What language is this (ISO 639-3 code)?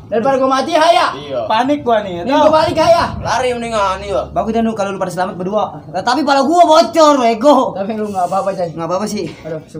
bew